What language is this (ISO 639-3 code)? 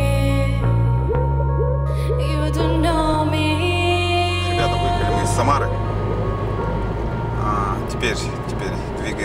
rus